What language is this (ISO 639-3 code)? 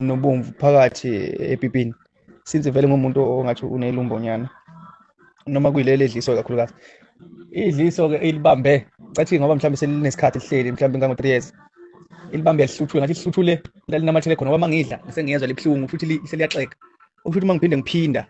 zul